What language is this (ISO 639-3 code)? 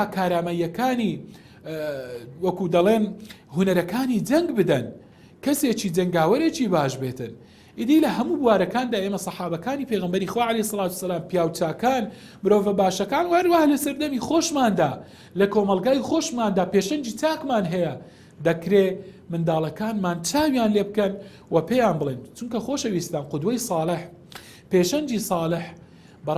ckb